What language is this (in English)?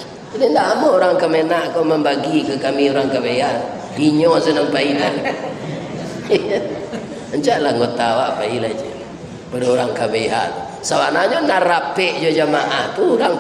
Minangkabau